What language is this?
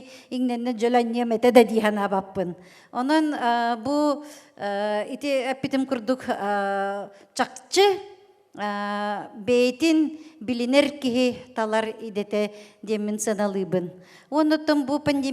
Yakut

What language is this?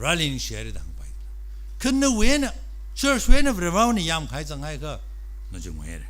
Tangkhul Naga (India)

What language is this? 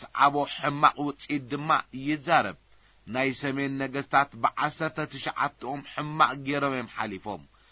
Tigrinya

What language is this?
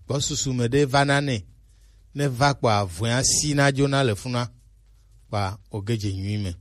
Gen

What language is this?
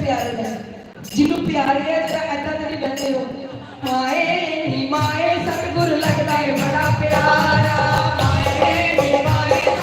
Dogri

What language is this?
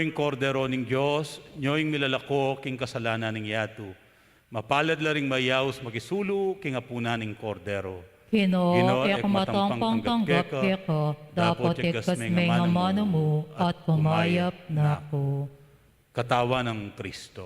Pampanga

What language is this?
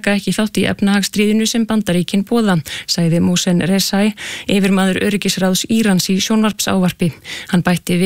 Icelandic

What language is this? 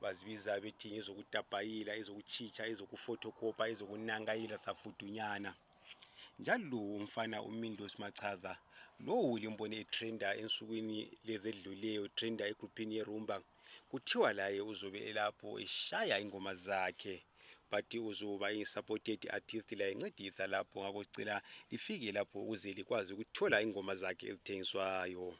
North Ndebele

